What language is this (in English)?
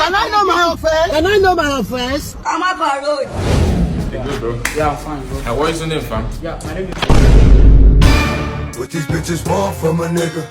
Nigerian Pidgin